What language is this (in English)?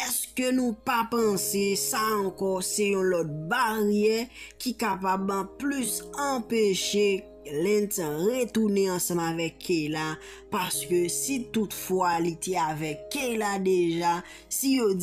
Haitian Creole